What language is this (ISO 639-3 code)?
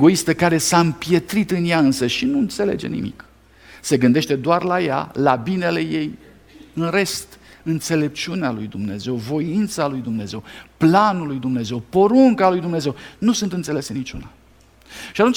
ron